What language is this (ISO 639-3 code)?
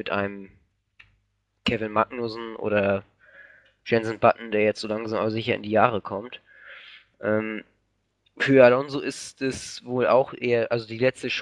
deu